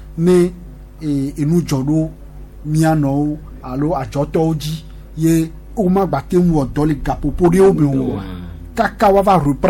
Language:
Gen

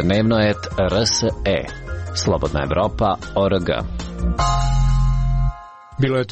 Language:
Serbian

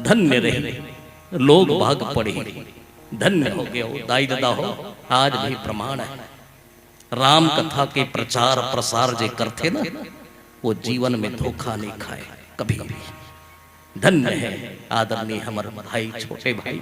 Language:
Chhattisgarhi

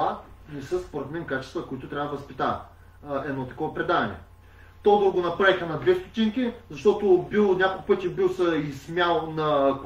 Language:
Bulgarian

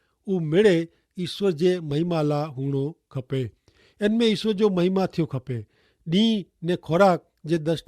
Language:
Kachhi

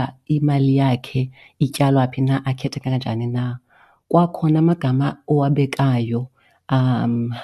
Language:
Xhosa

